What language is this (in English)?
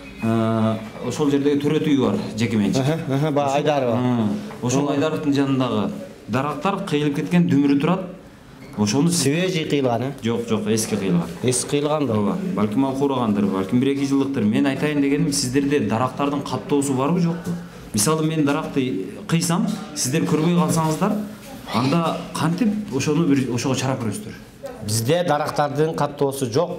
Kyrgyz